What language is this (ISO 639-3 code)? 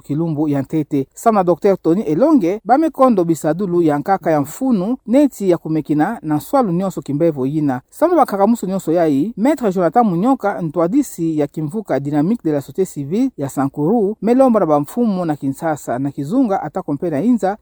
ktu